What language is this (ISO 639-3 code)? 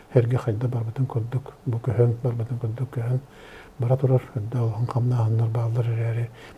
sah